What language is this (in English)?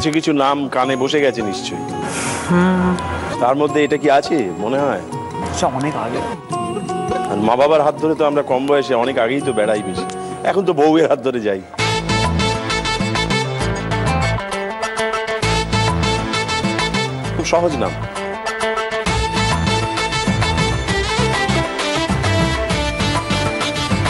Bangla